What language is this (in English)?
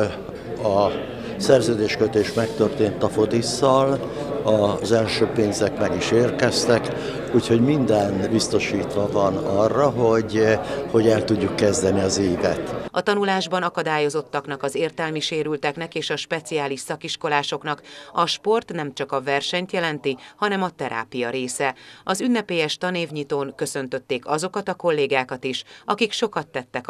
Hungarian